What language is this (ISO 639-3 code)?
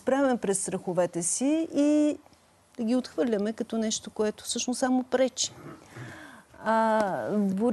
bul